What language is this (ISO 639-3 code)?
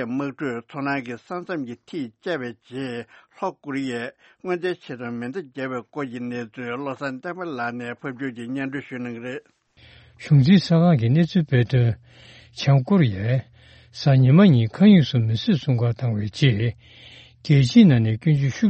bod